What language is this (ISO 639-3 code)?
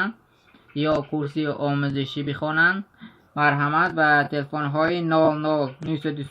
tgk